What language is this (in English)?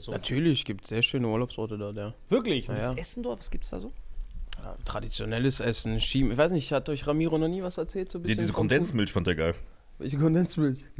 German